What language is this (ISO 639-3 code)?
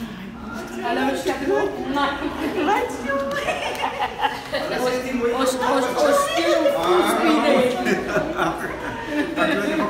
afr